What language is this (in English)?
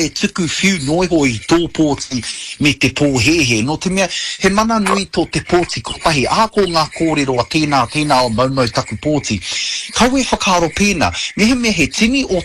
Māori